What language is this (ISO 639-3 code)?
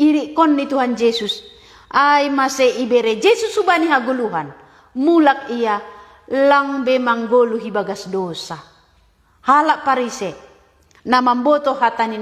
bts